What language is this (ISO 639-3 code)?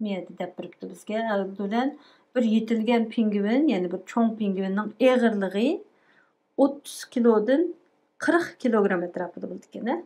uig